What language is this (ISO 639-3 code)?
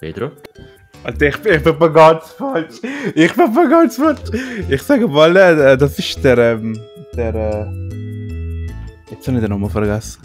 gsw